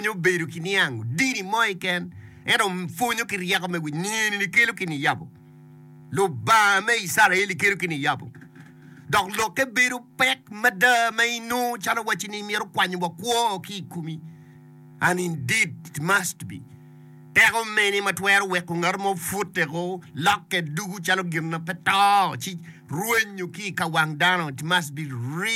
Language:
Acoli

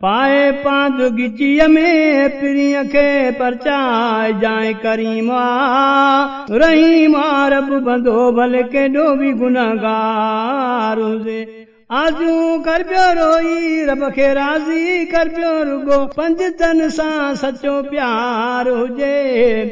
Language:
Saraiki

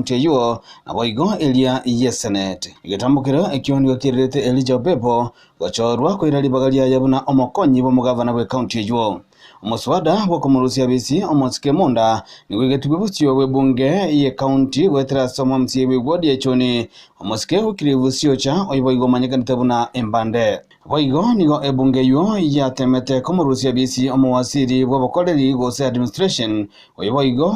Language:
Gusii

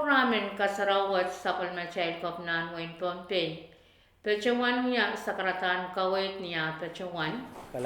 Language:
Pohnpeian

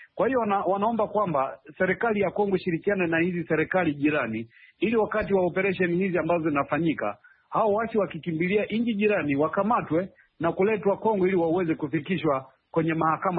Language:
Swahili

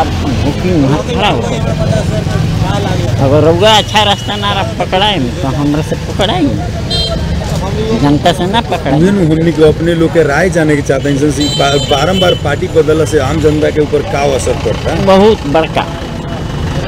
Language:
Bhojpuri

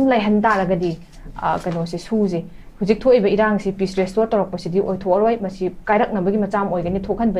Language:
Manipuri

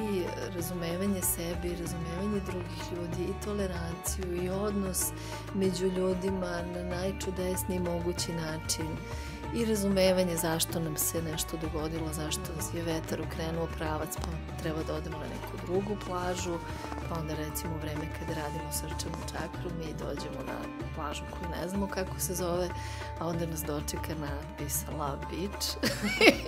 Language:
Serbian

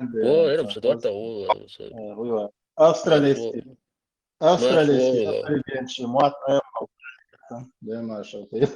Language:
Chechen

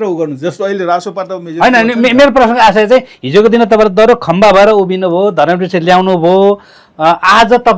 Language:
Nepali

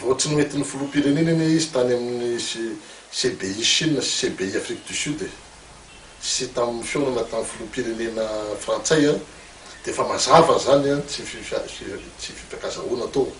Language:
Malagasy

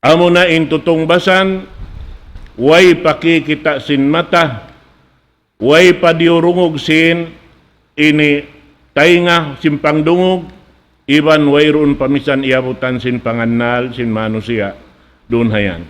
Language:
Tausug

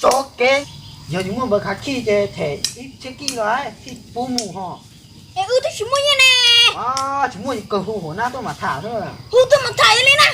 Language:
Hmong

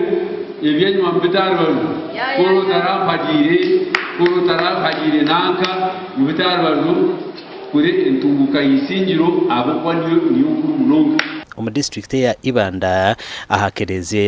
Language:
Nyankole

